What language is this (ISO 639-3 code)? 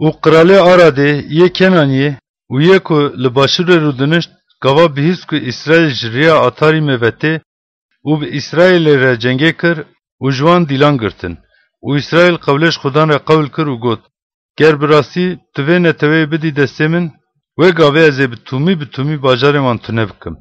kur